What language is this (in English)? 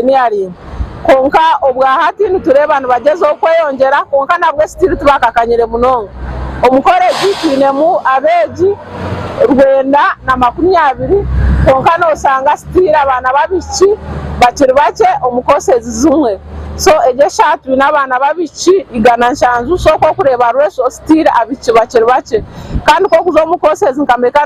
Nyankole